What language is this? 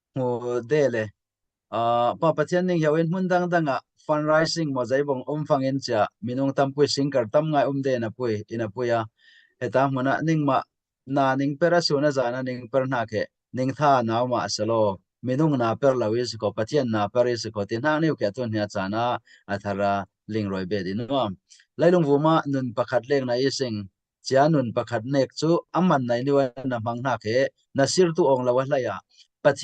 Falam Chin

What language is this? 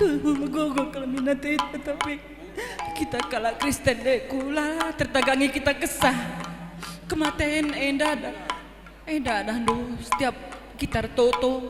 Batak Karo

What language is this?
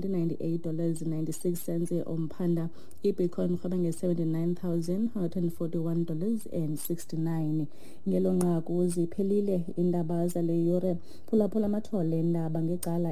Xhosa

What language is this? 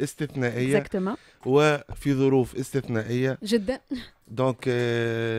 Tunisian Arabic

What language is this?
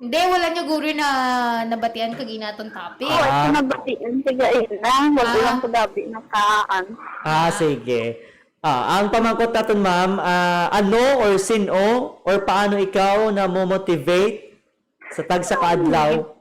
Hiligaynon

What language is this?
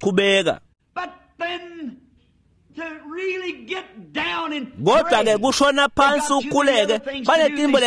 Swati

